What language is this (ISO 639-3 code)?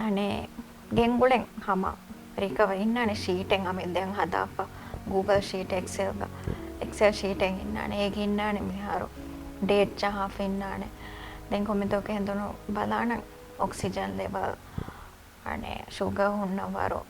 div